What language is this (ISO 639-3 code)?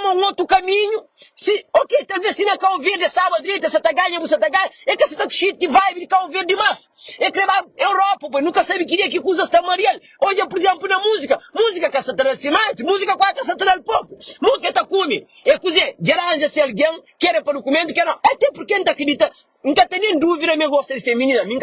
kea